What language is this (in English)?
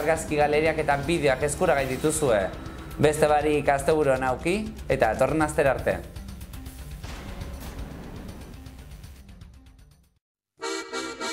Basque